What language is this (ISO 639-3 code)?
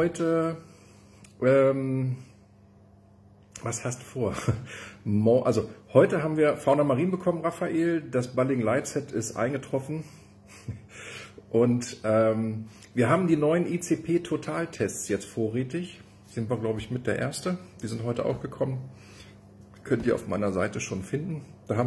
deu